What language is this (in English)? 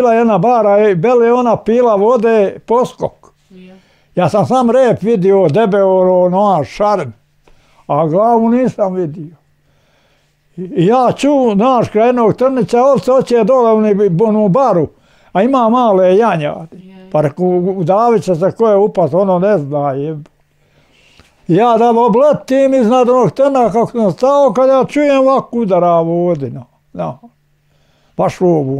Bosnian